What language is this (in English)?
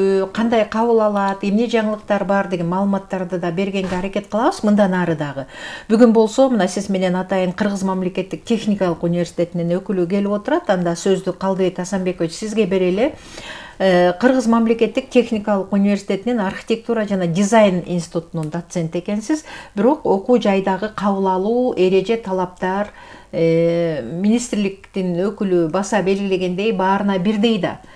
Kyrgyz